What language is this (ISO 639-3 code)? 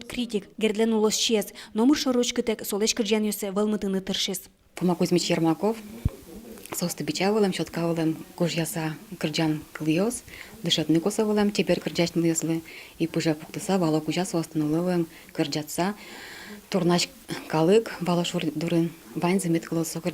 udm